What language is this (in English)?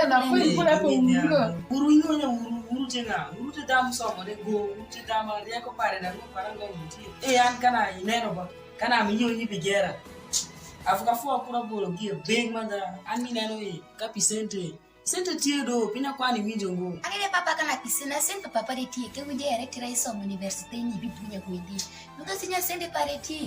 Alur